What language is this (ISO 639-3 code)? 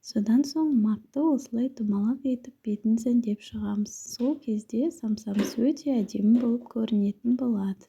kaz